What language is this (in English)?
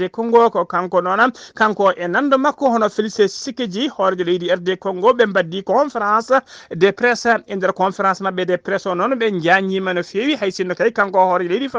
Fula